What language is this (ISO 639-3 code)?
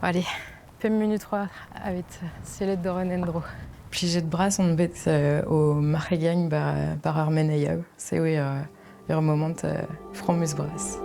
bre